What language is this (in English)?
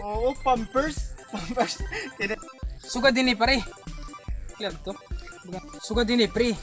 Waray